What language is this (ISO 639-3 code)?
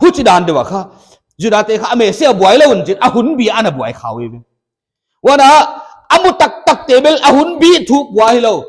pck